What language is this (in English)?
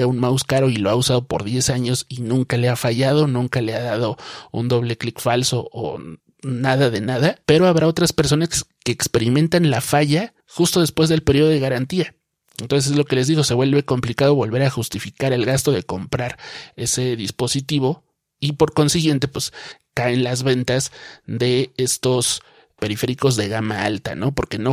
Spanish